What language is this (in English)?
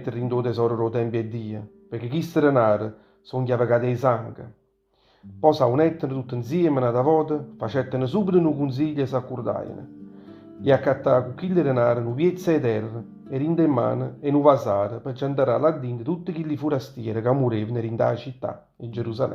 Neapolitan